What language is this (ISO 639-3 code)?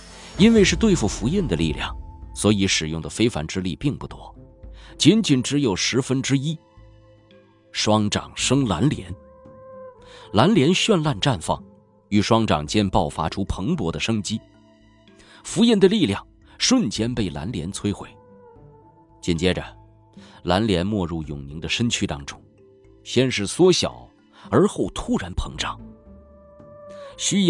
zho